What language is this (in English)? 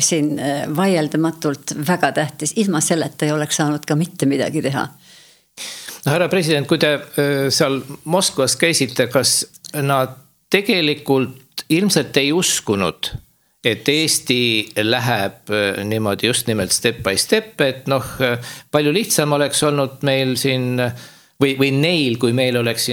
Estonian